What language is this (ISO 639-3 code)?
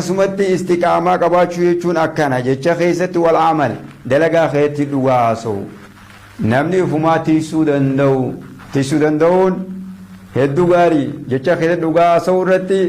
orm